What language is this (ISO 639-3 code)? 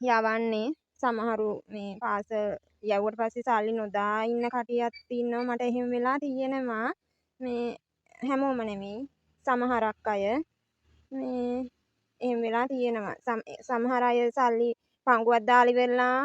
sin